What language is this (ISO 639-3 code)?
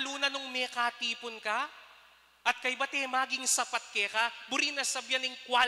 pam